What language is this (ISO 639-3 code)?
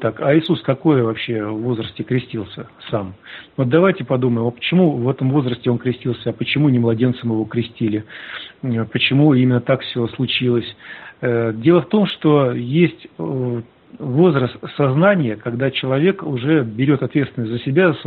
rus